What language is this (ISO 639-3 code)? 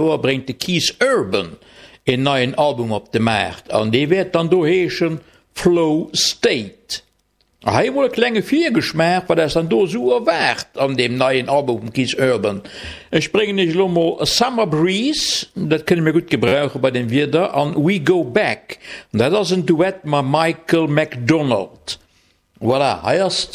ltz